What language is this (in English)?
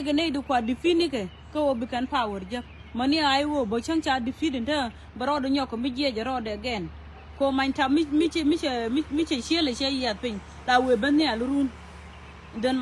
Nuer